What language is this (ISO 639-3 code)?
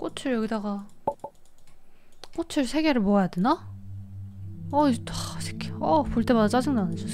kor